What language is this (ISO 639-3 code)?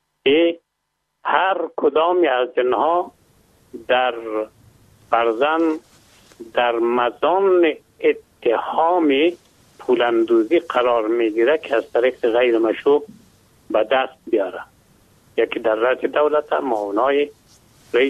fas